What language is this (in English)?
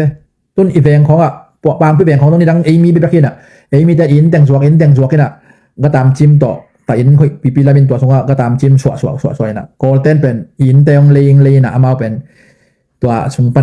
Tedim Chin